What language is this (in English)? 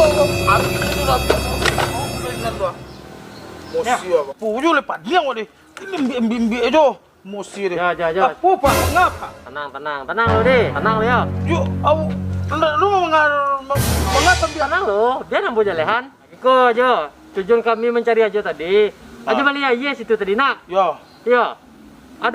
Minangkabau